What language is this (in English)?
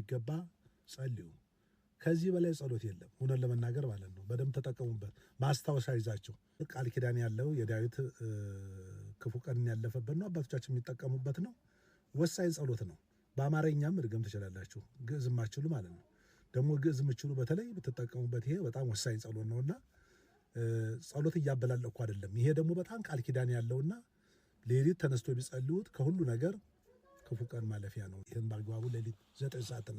Amharic